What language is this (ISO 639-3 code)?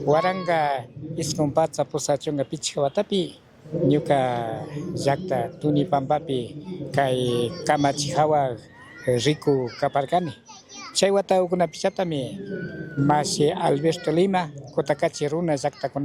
qug